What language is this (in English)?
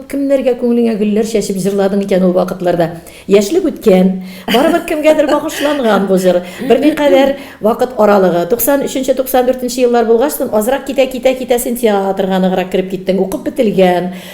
Tatar